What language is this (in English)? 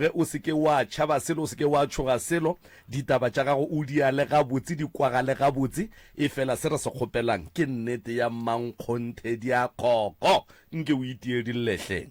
Northern Sotho